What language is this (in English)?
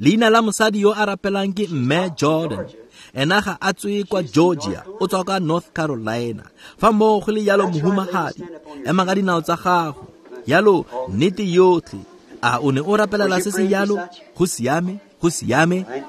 Tswana